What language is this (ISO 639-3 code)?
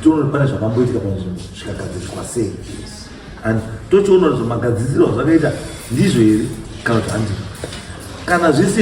sna